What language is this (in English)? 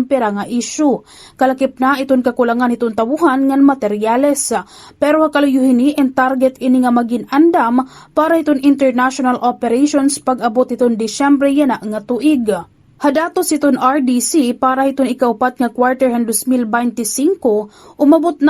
Waray